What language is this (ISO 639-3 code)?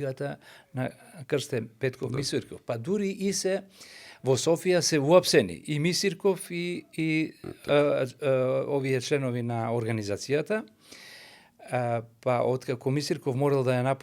mkd